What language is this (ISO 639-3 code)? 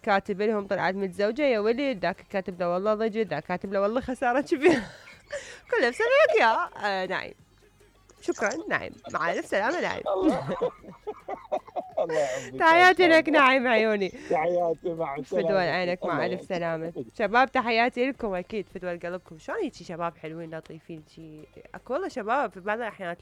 acm